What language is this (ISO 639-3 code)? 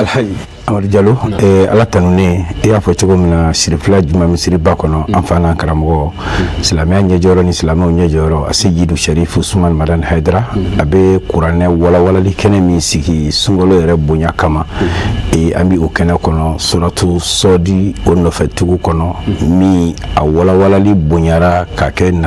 bam